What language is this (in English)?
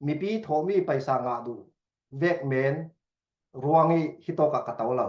Falam Chin